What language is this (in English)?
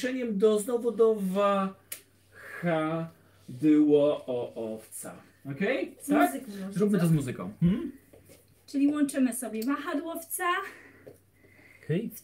Polish